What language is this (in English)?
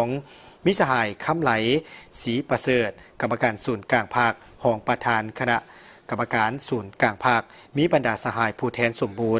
Lao